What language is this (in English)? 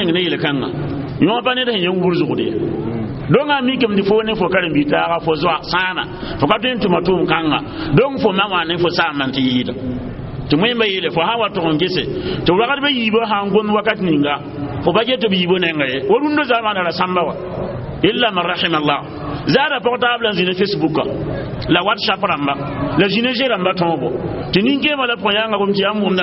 Mossi